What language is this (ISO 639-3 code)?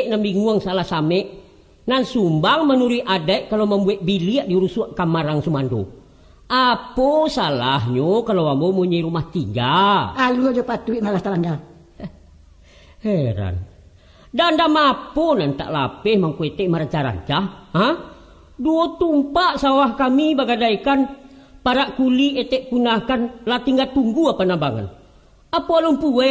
min